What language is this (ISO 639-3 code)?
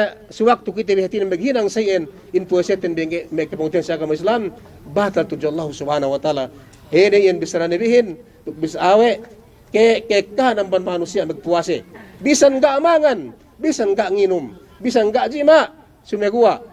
yka